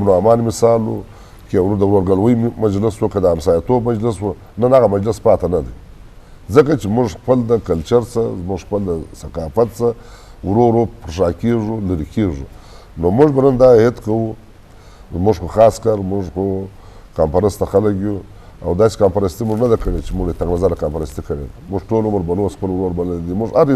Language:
Eastern Balochi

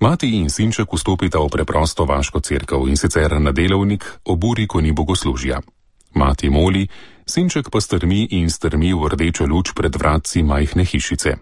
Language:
Slovenian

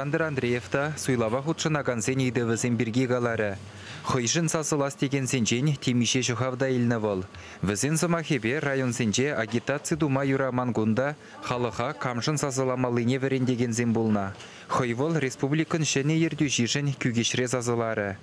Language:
Chuvash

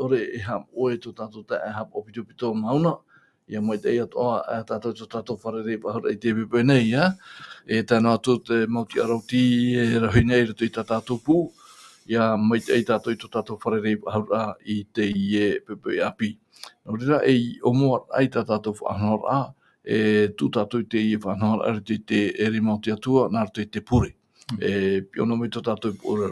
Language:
Tahitian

